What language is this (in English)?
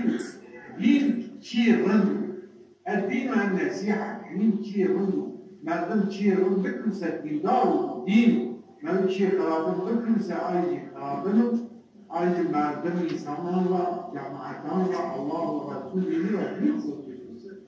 Zaza